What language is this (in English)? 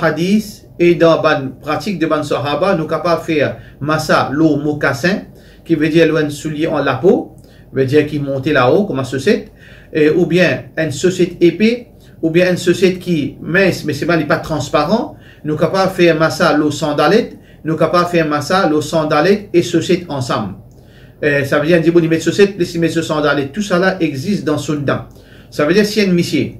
Morisyen